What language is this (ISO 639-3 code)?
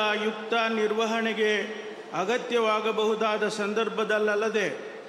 kan